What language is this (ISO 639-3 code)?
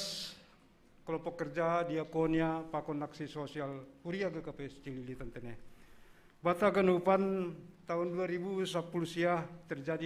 bts